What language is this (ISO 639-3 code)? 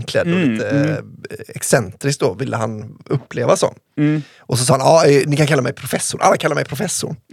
swe